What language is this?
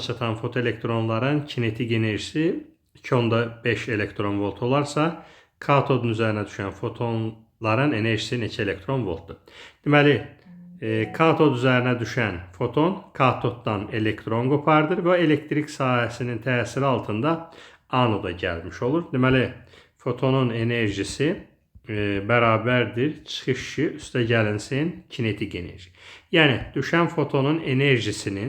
Azerbaijani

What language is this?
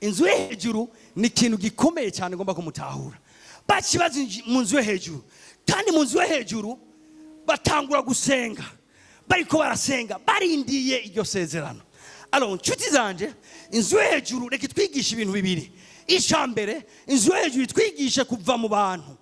Rundi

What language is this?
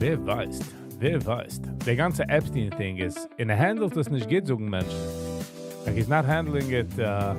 Yiddish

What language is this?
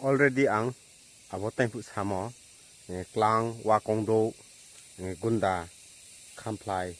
Riang (India)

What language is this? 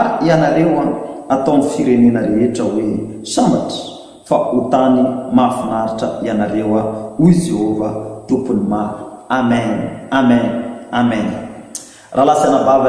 Malagasy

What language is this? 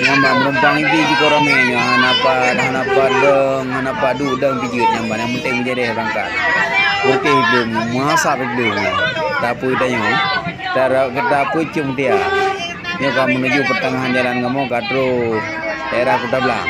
Achinese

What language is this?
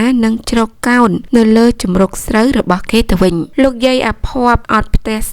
Khmer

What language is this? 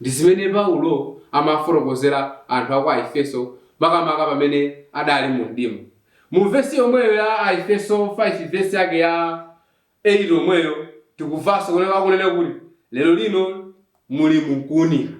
Nyanja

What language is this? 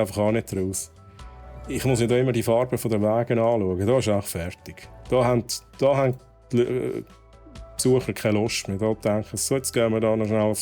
Swiss German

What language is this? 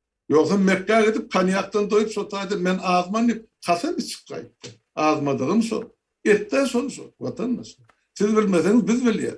Turkmen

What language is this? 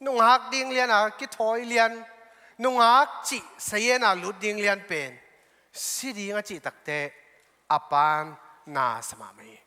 Tedim Chin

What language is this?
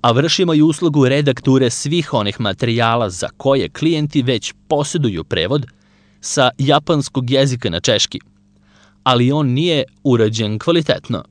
Serbian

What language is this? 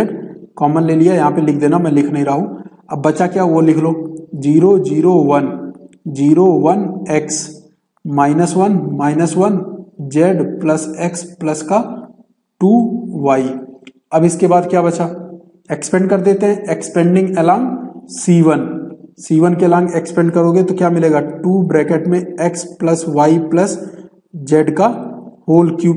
Hindi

